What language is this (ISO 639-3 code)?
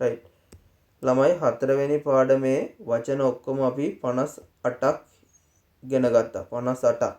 sin